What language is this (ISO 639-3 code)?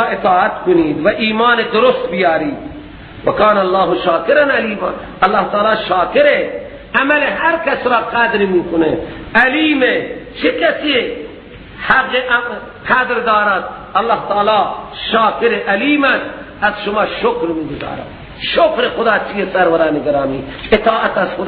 fas